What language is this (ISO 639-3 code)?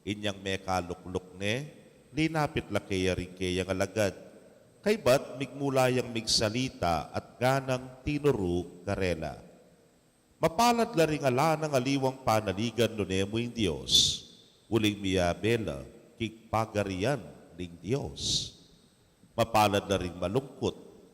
pam